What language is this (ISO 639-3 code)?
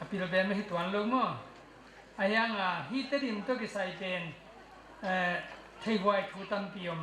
ctd